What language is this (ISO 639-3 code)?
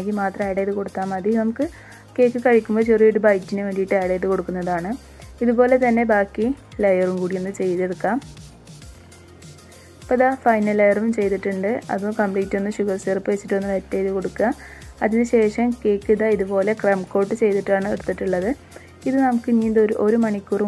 mal